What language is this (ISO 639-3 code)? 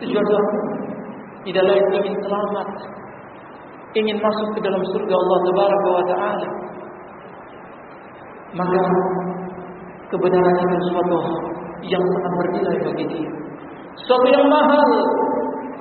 ind